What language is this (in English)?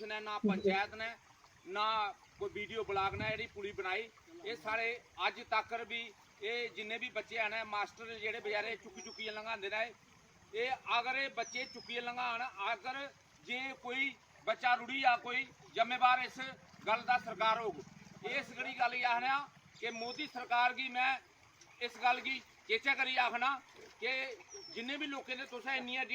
Dogri